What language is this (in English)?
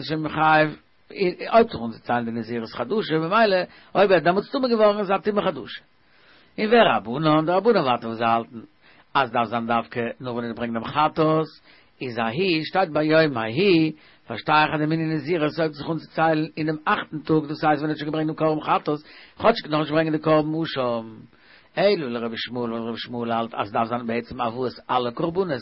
Yiddish